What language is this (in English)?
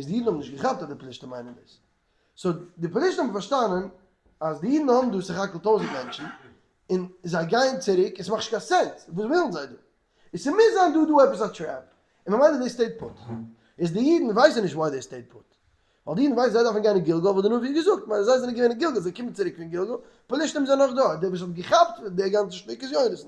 Yiddish